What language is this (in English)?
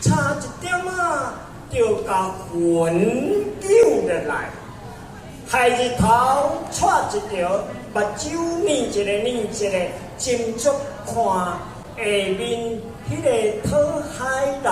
Min Nan Chinese